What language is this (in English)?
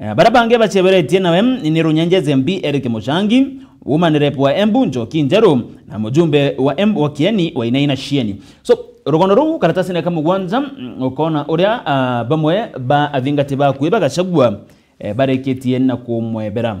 Meru